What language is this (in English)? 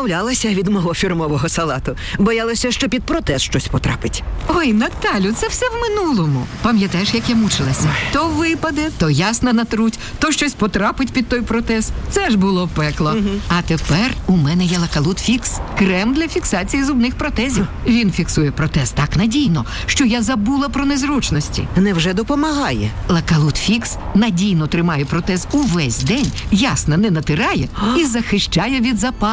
Ukrainian